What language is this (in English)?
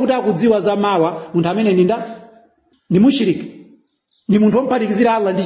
Nyanja